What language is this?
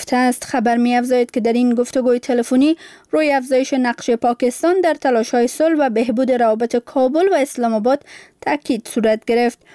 Persian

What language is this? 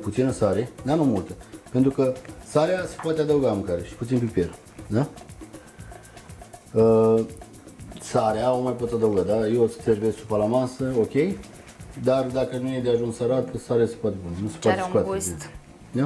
Romanian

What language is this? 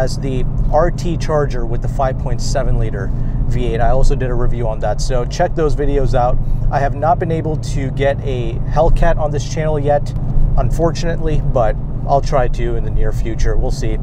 English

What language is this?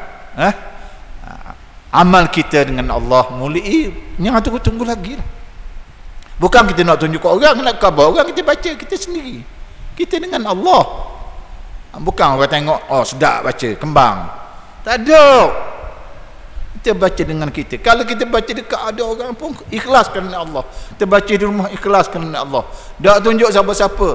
Malay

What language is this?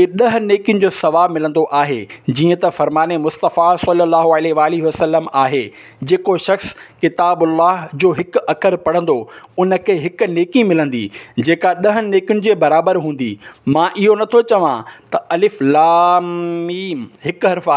Sindhi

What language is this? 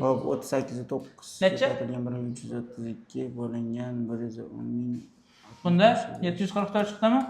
Uzbek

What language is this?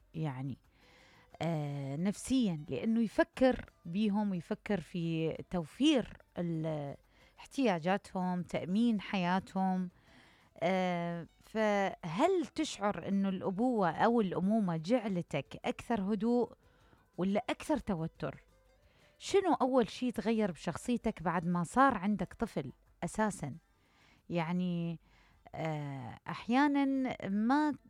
Mesopotamian Arabic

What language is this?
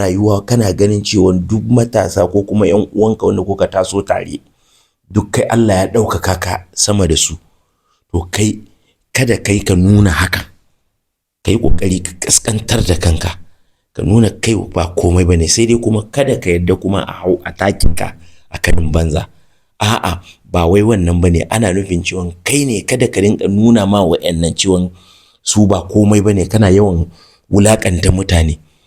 Hausa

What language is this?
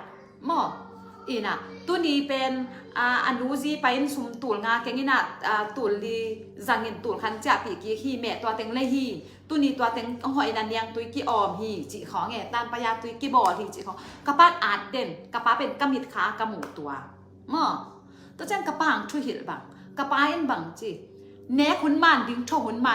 Tedim Chin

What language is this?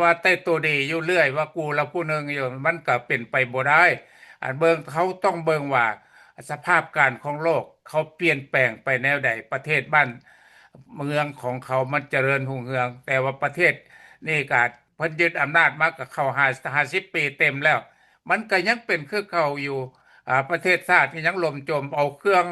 Lao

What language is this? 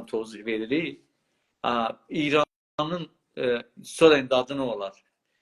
South Azerbaijani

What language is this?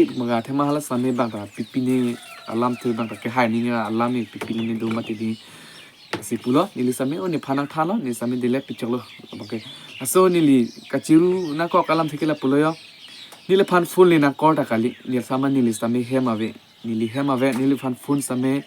Karbi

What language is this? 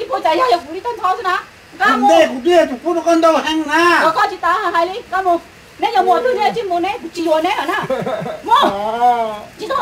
Hmong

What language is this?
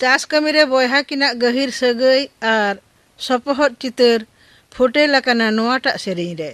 Santali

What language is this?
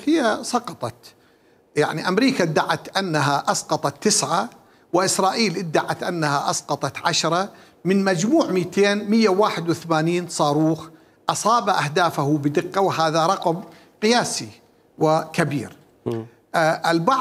Mesopotamian Arabic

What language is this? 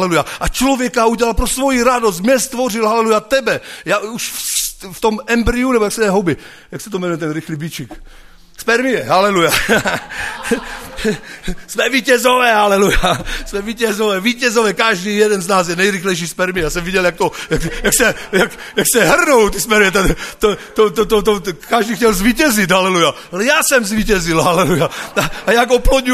Czech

